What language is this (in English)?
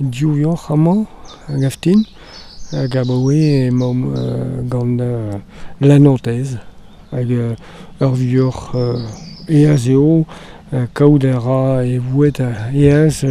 Breton